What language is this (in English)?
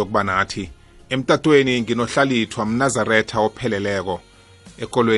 South Ndebele